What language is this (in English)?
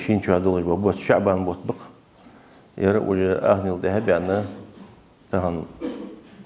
Ingush